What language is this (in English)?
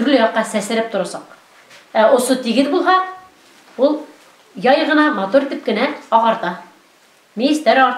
Bashkir